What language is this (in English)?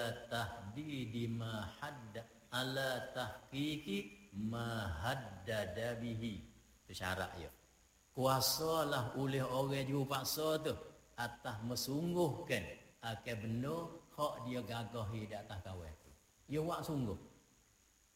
Malay